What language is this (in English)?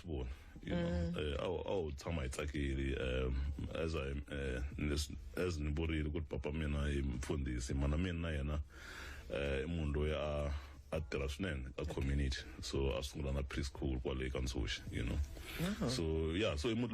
Tsonga